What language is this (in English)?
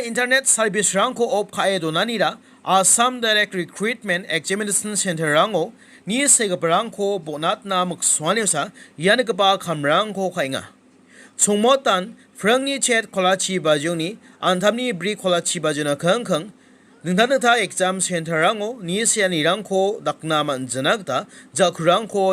Garo